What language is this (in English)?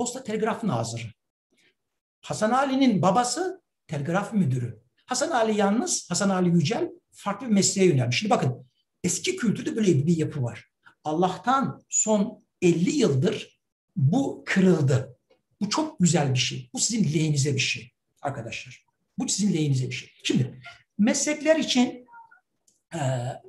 Turkish